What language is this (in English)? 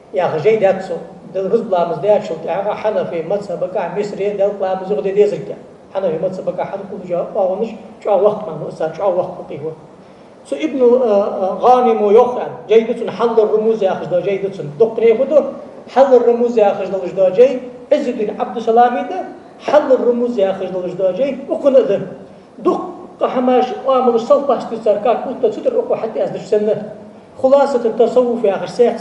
Ingush